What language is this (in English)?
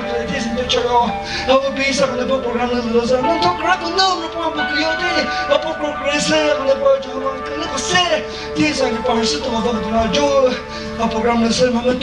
Chokri Naga